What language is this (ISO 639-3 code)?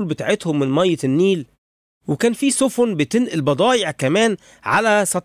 arz